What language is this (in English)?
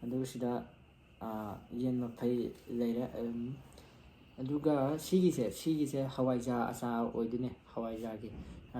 Manipuri